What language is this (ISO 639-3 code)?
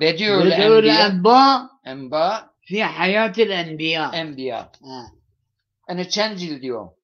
zza